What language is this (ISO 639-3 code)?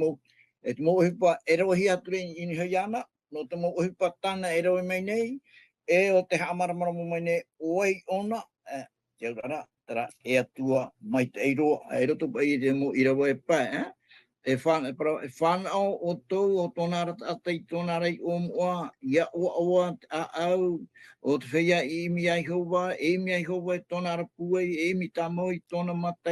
tah